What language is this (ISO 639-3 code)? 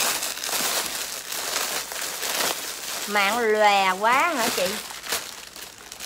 vie